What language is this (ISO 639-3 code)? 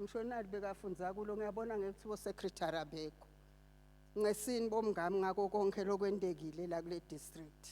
zul